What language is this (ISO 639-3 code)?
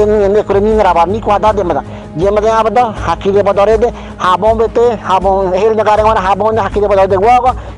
gym